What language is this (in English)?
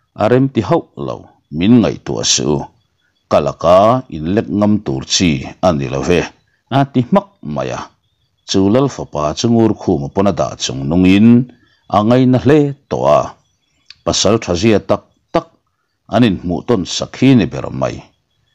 Mizo